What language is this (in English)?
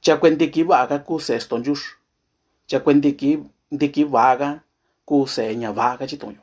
Mixtepec Mixtec